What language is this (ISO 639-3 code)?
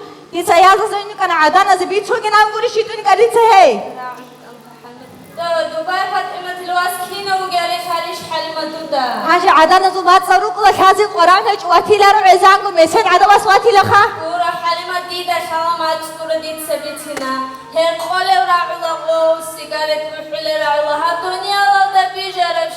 ava